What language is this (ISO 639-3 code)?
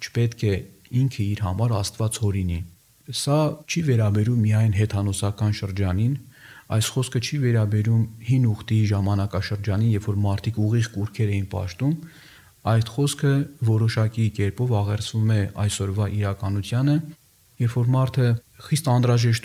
hye